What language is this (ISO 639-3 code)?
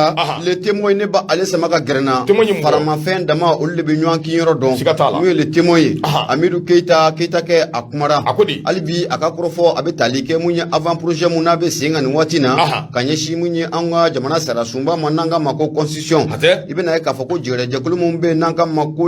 bam